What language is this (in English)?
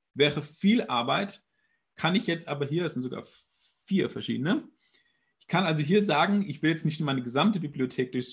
German